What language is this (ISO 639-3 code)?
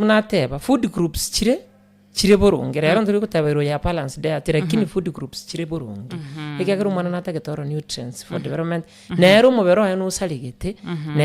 guz